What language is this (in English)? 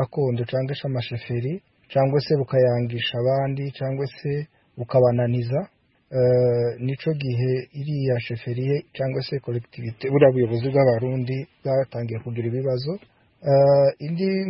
Kinyarwanda